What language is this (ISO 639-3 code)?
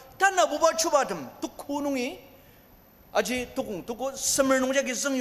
njo